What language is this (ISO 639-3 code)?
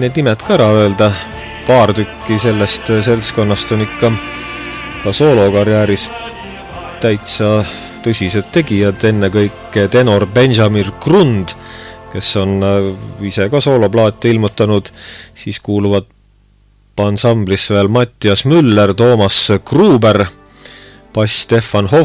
est